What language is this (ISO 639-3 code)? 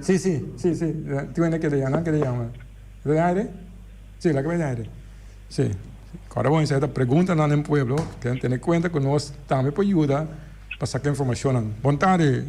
pap